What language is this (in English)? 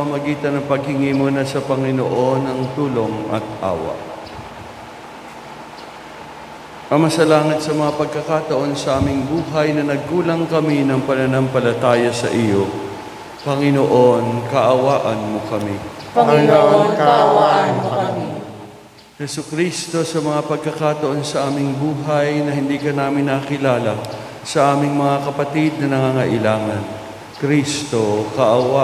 Filipino